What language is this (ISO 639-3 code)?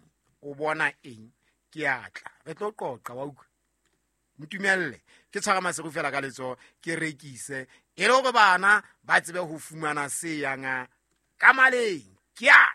sot